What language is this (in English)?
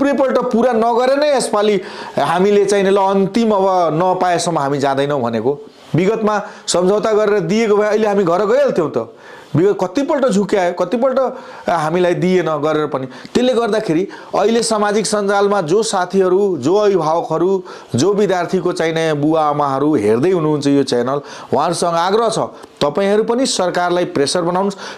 Nepali